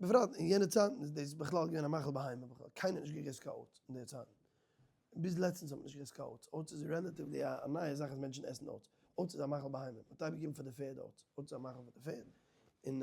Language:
Yiddish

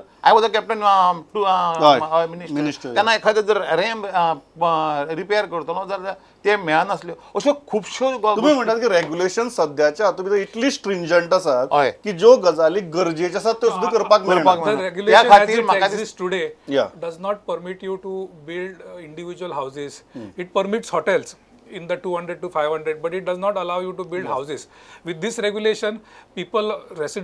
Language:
Konkani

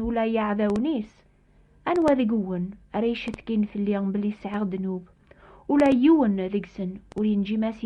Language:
Kabyle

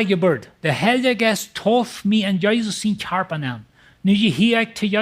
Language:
Plautdietsch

